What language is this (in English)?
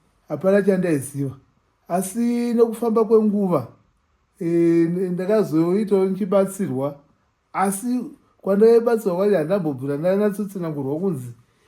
Shona